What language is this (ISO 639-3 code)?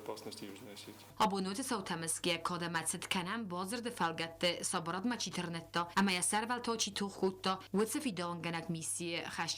oss